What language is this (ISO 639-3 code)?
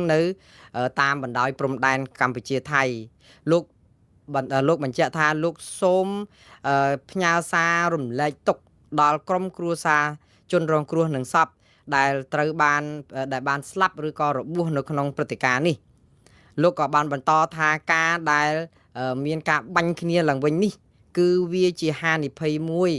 khm